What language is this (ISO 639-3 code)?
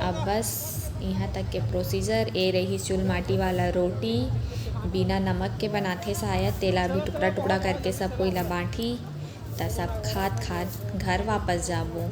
hne